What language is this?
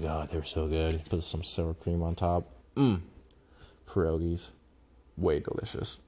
English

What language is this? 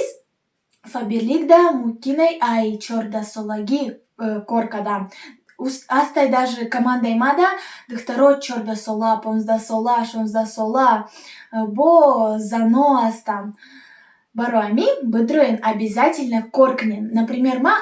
Tajik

